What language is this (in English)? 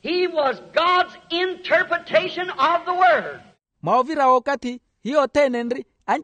Makhuwa